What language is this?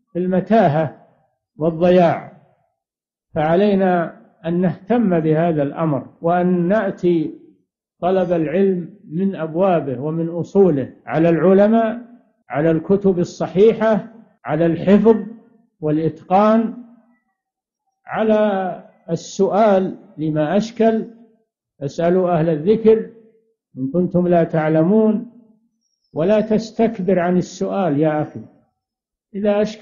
Arabic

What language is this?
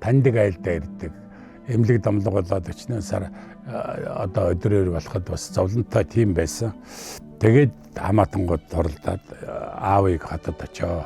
Mongolian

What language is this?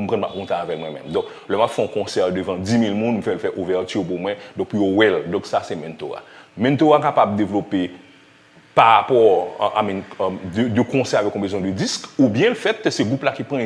Haitian Creole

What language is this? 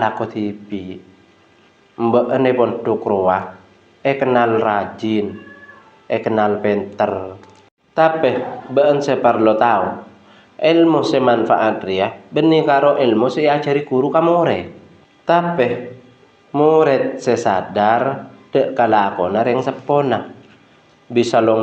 Madurese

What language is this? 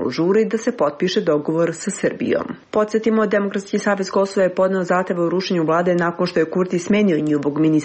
Serbian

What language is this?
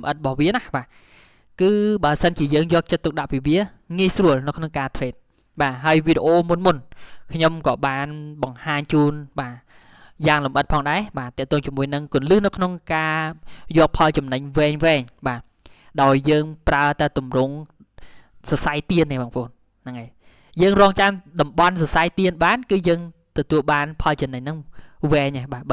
Khmer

